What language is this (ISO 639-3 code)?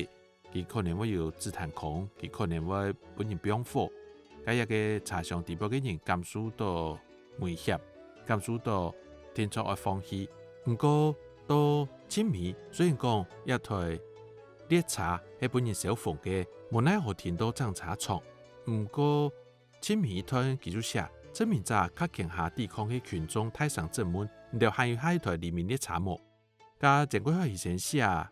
hak